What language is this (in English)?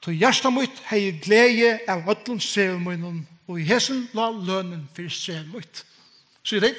Faroese